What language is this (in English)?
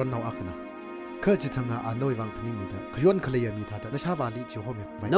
Tangkhul Naga (India)